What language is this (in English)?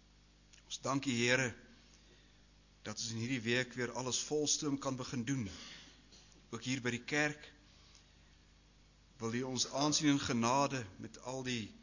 Afrikaans